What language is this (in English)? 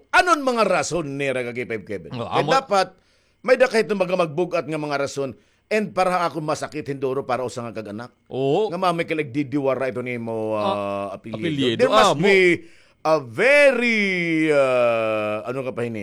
Waray